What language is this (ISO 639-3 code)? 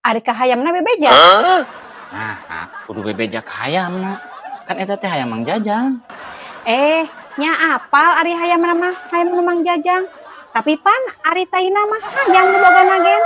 sun